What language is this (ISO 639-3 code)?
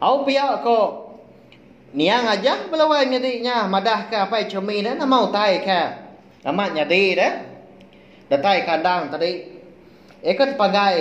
iba